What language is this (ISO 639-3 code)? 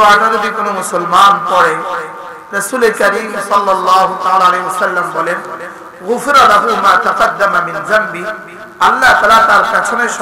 ben